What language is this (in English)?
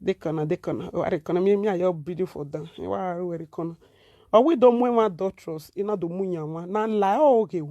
Nigerian Pidgin